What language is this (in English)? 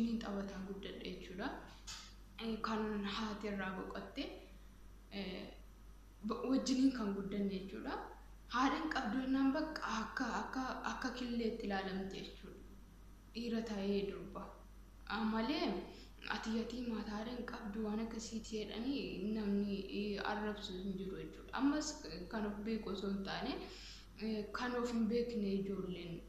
Oromo